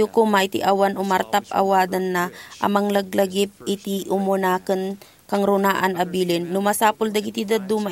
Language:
Iloko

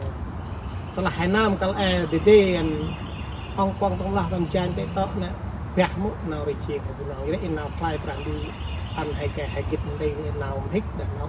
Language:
Central Mnong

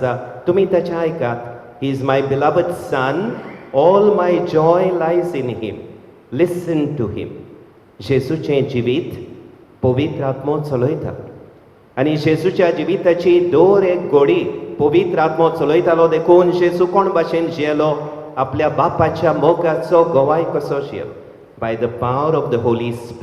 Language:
Konkani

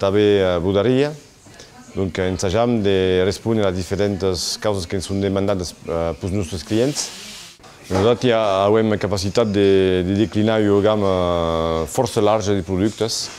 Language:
Occitan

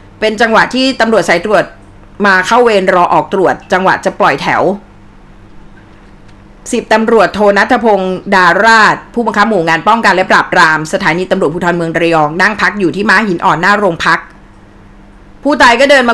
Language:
Thai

